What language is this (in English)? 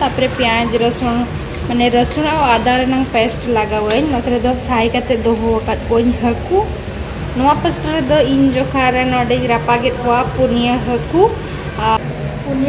Santali